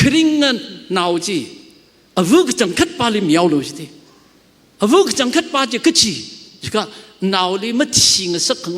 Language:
Tangkhul Naga (India)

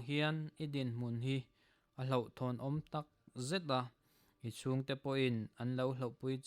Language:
Mizo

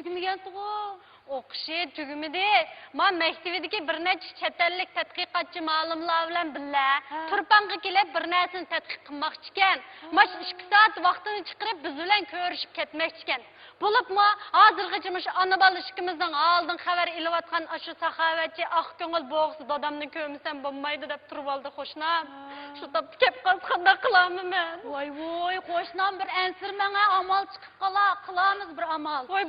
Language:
Uyghur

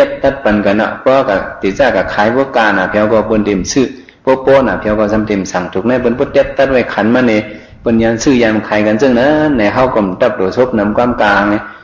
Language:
Shan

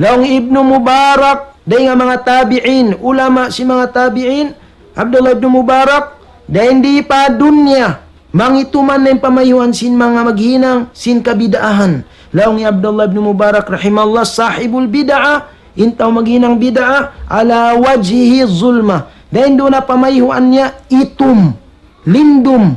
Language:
Tausug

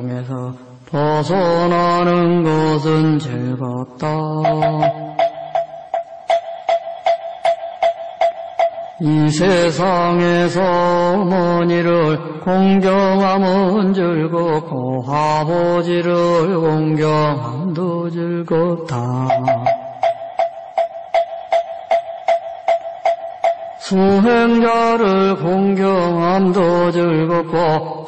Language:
Korean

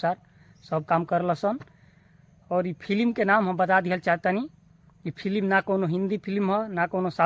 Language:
Bhojpuri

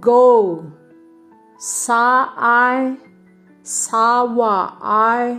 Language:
Kachin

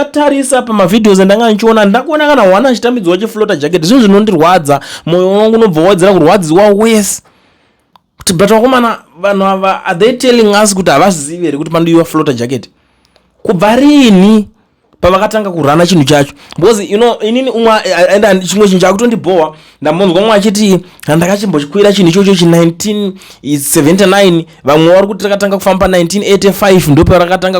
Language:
Shona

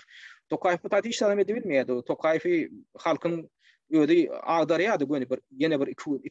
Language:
Turkmen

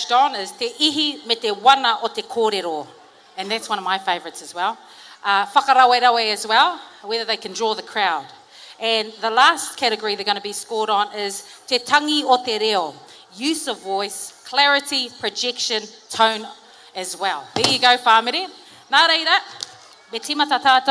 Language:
Māori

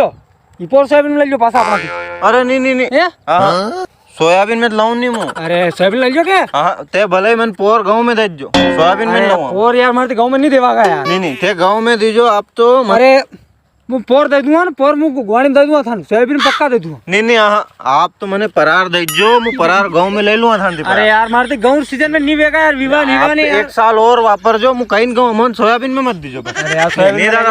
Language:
Rajasthani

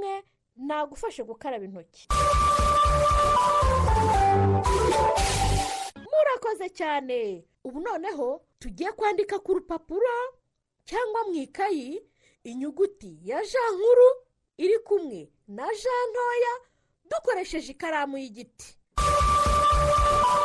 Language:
Kinyarwanda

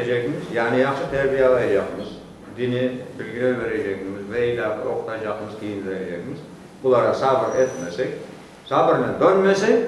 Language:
Crimean Tatar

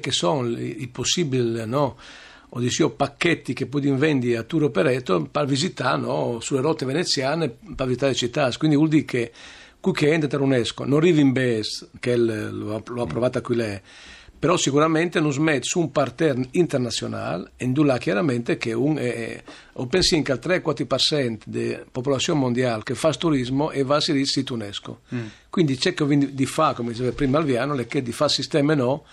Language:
Friulian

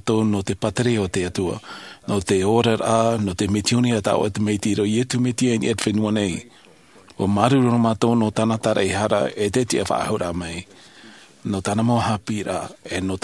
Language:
Tahitian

